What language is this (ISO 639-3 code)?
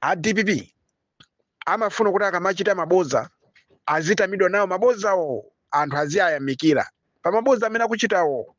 nya